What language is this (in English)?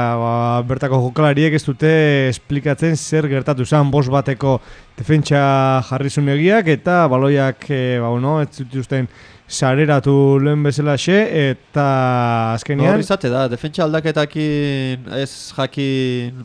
Basque